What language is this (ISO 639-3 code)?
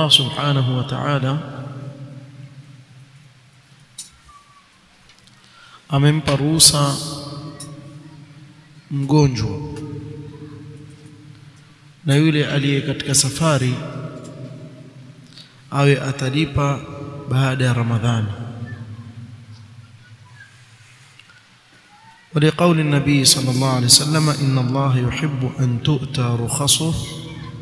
swa